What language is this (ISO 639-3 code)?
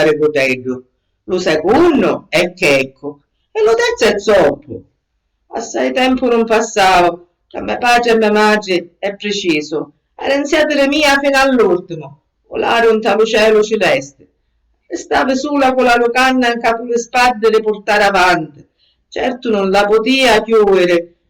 scn